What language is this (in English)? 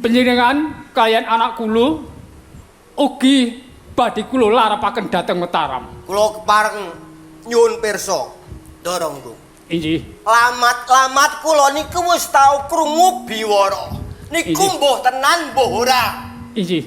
Javanese